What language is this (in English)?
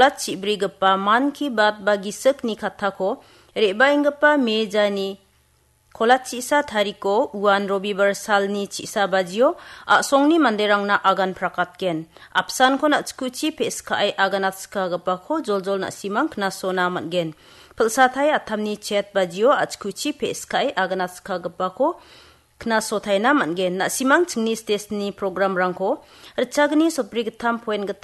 Garo